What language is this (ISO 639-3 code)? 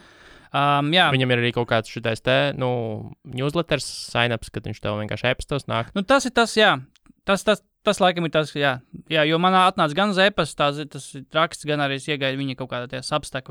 lav